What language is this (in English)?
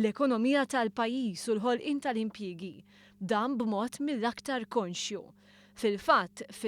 Maltese